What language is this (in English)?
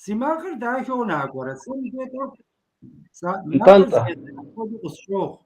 Kabardian